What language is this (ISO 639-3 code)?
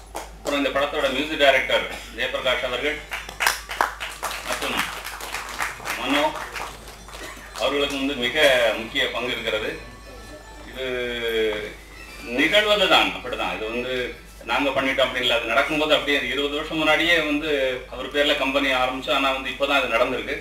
tam